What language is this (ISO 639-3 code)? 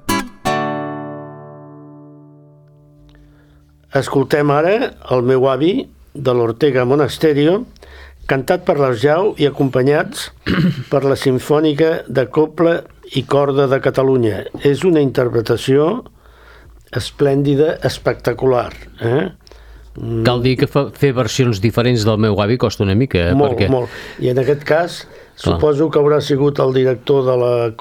cat